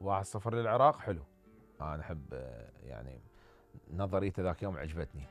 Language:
Mesopotamian Arabic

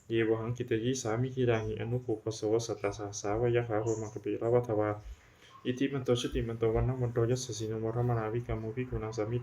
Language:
Pali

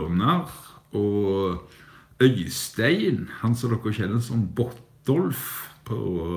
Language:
Norwegian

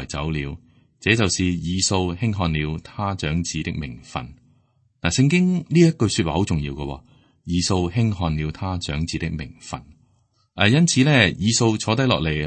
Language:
Cantonese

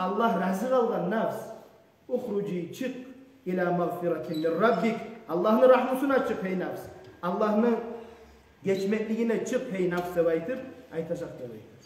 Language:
Kumyk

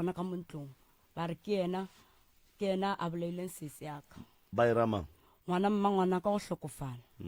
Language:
Northern Sotho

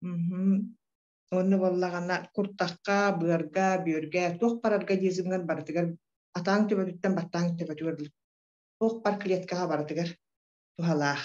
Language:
Yakut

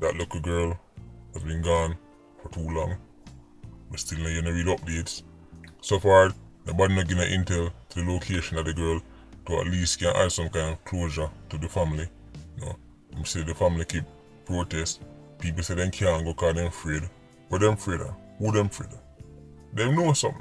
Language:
Jamaican Creole English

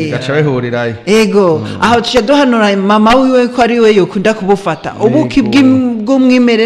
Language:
Rundi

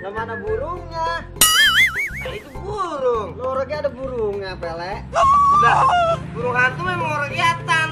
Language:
Betawi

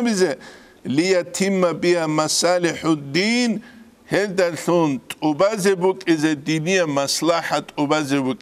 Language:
Avaric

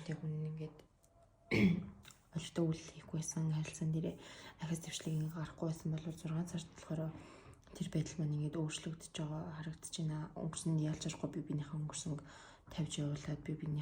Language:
Mongolian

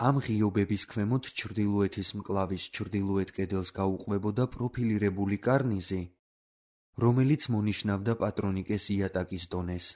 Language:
Georgian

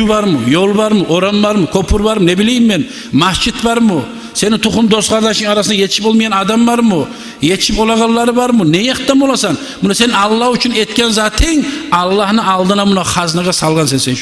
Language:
Kumyk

